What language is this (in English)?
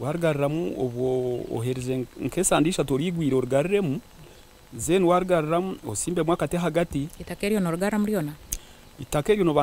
Nyankole